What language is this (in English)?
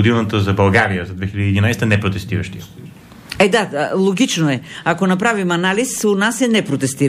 Bulgarian